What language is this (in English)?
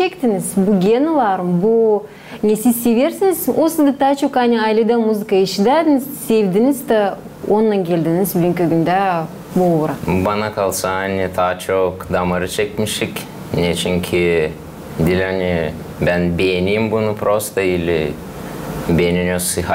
Gagauz